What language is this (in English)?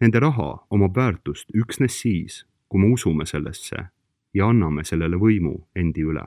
Estonian